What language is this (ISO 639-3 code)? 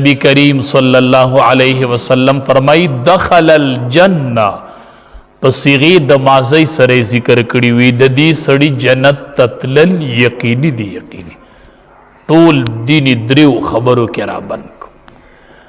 pus